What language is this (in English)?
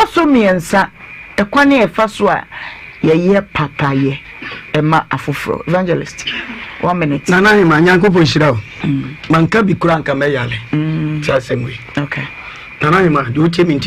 Akan